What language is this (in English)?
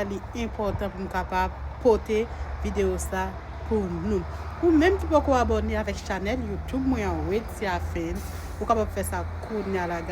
Haitian Creole